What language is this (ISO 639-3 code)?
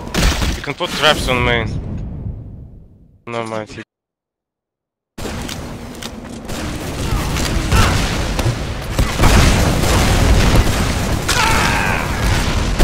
eng